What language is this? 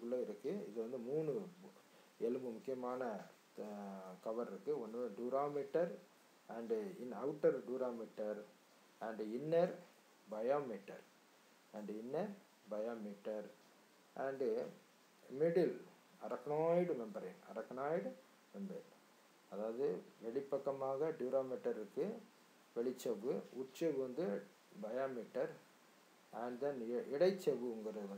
Tamil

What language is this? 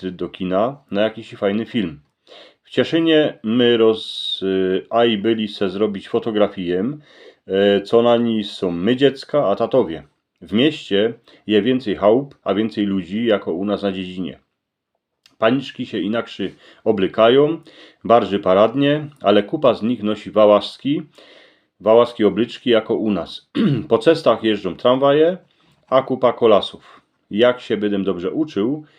Silesian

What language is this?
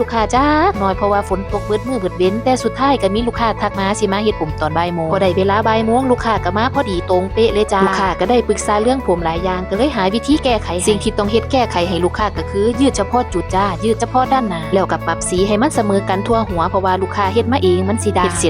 Northeastern Thai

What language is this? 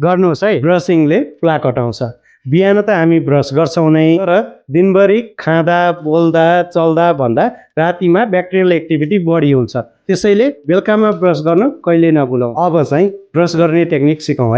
Nepali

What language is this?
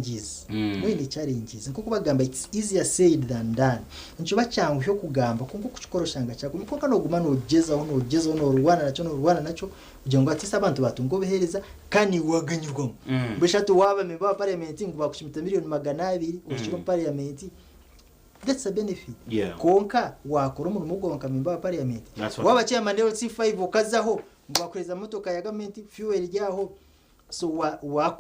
Nyankole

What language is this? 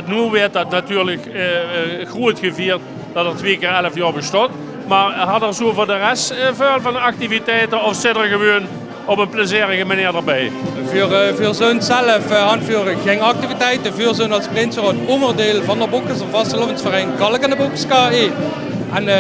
Limburgish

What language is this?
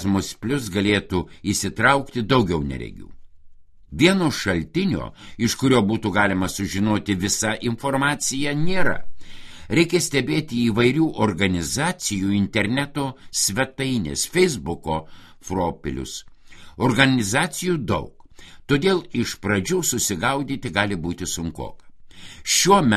Lithuanian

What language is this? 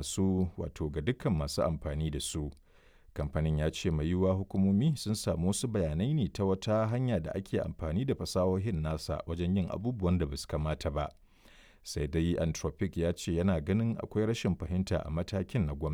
Hausa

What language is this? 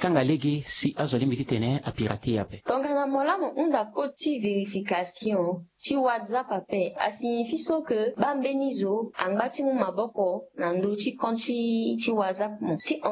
Sango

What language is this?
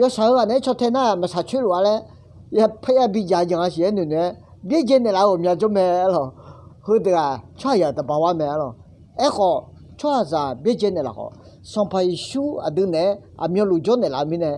Akha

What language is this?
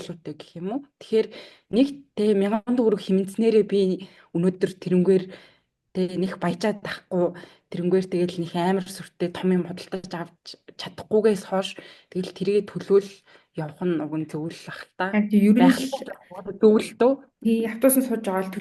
Mongolian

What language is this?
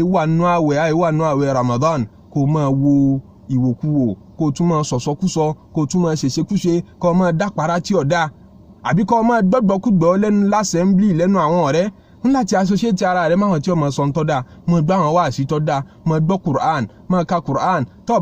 Yoruba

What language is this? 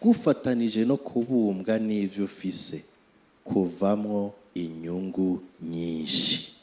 Rundi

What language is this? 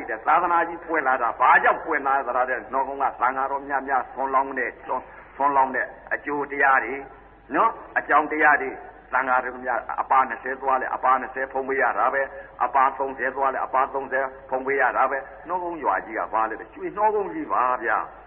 Burmese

